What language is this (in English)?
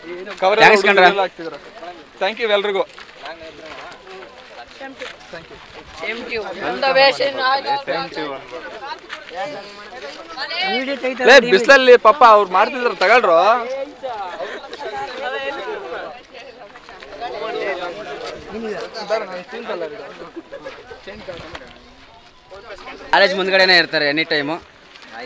Kannada